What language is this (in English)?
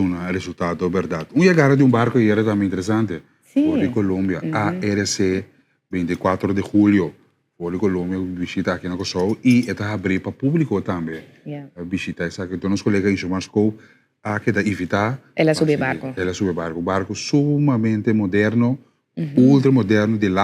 Papiamento